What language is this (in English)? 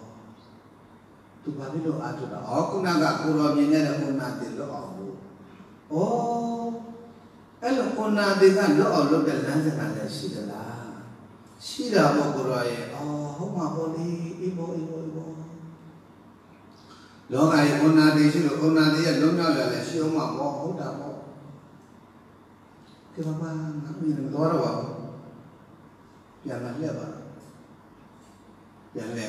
Burmese